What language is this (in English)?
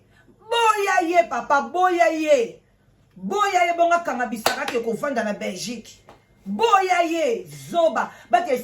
Lingala